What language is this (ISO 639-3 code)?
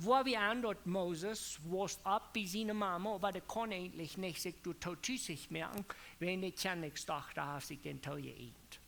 pdt